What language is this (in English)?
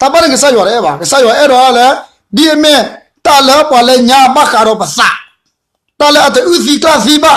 S'gaw Karen